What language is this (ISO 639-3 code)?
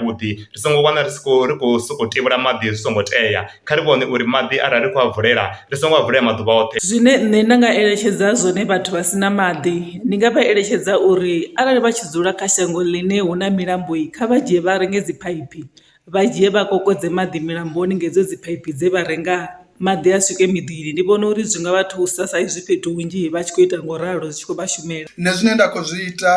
ven